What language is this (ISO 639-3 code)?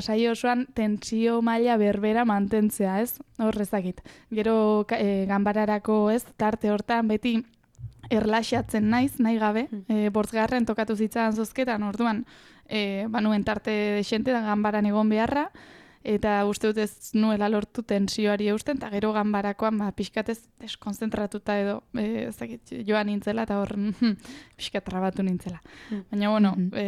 eus